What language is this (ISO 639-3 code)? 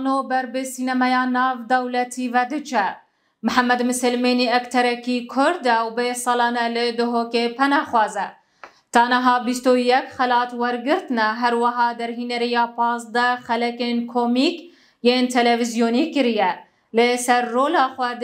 kur